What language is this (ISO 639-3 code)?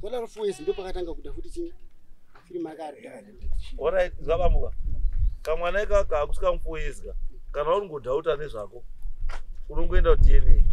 sna